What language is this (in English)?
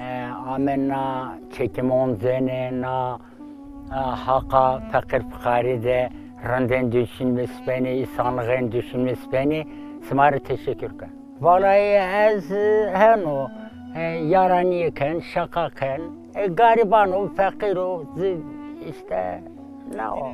Zaza